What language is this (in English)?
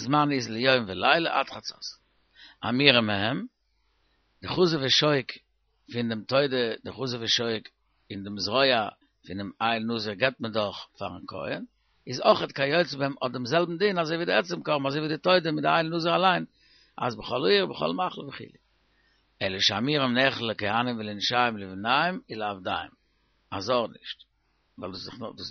Yiddish